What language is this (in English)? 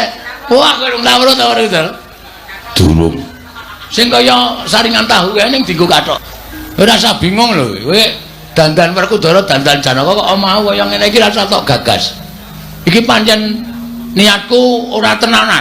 Javanese